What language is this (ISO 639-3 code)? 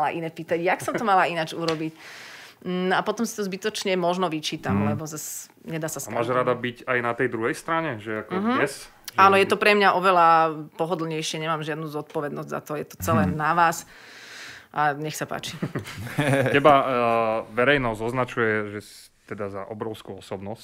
slk